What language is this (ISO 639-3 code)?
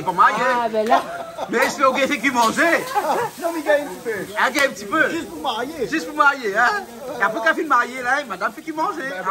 rcf